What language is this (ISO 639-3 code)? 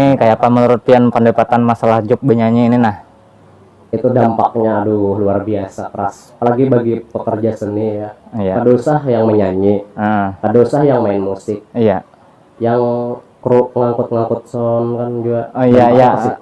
bjn